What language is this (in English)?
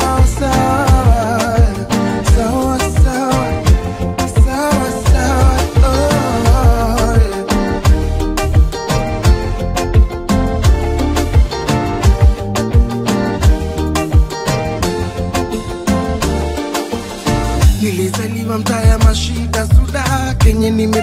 Swahili